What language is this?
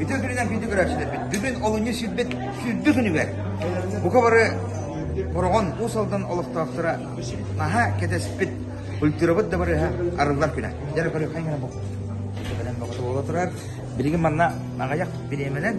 Yakut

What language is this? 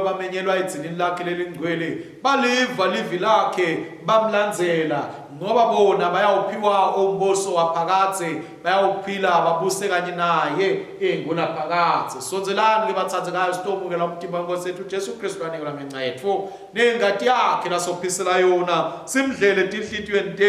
Swati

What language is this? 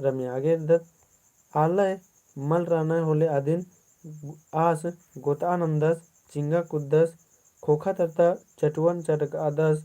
Kurukh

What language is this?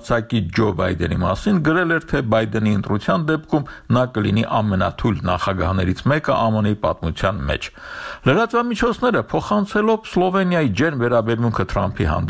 Armenian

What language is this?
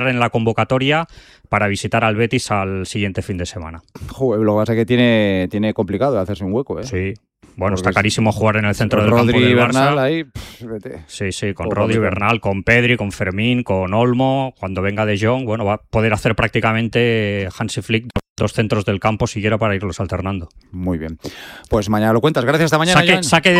Spanish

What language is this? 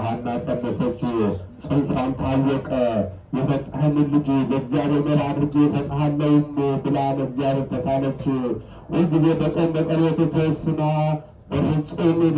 Amharic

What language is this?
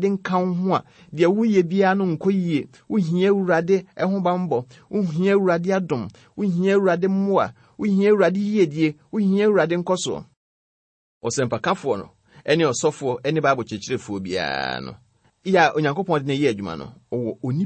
Akan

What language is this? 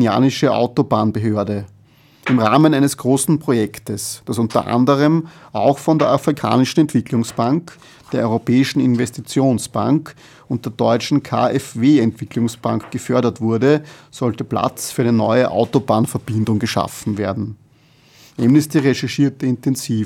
German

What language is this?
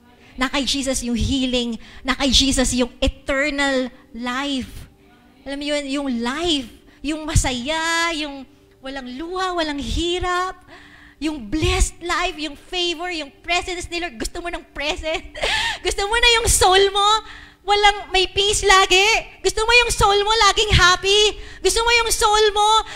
Filipino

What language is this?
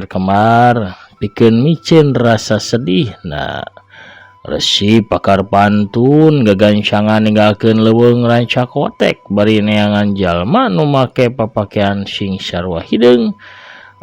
Sundanese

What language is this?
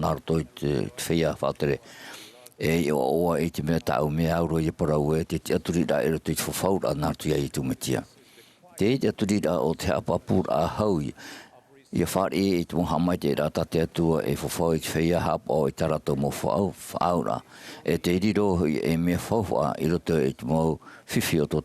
Tahitian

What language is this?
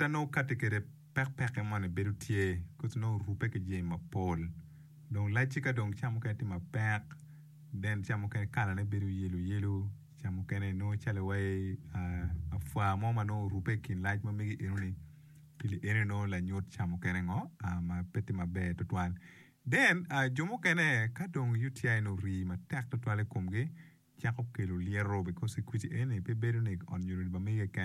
Acoli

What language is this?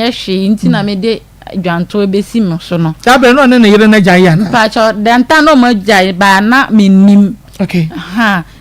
Akan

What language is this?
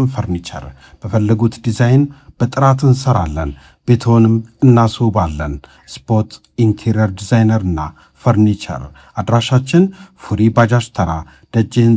Amharic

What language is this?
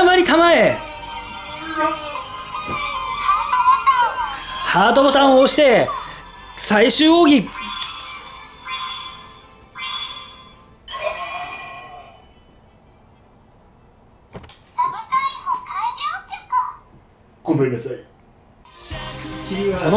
Japanese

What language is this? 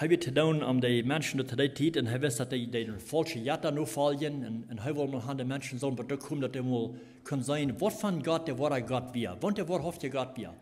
Plautdietsch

